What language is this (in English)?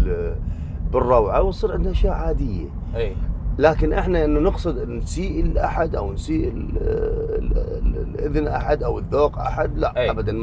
Mesopotamian Arabic